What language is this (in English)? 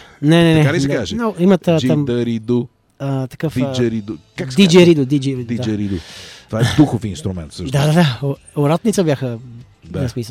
Bulgarian